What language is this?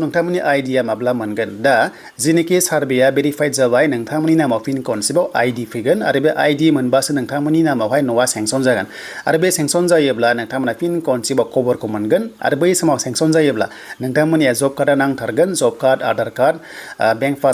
Bodo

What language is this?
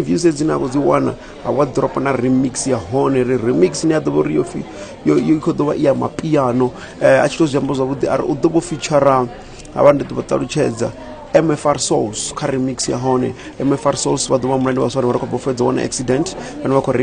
Venda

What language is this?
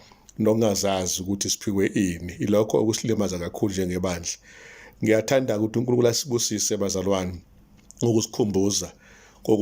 Zulu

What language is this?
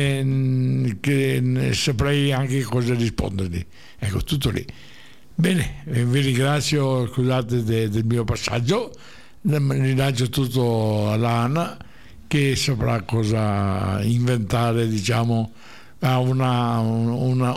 Italian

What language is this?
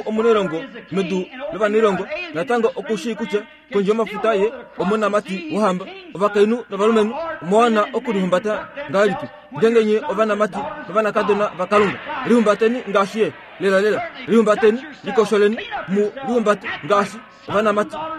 Kuanyama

